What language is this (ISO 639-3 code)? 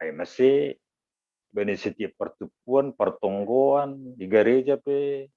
bts